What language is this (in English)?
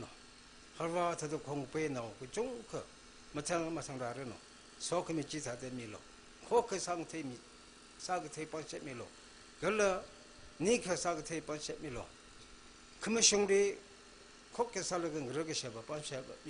Tangkhul Naga (India)